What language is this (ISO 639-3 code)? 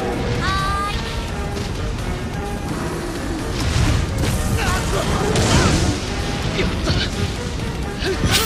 jpn